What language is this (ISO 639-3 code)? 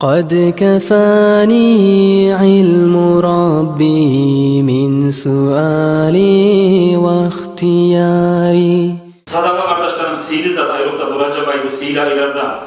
kum